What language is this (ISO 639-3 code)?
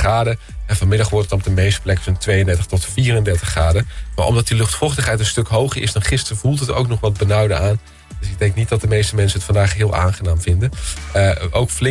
nld